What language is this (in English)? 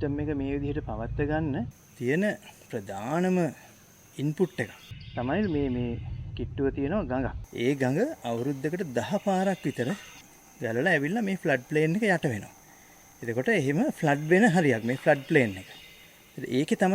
Sinhala